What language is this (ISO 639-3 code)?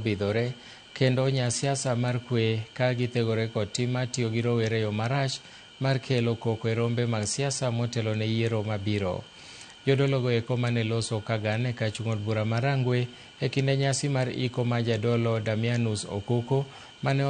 luo